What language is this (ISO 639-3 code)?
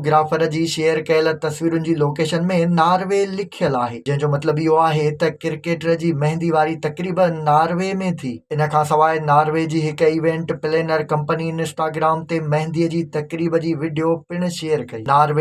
snd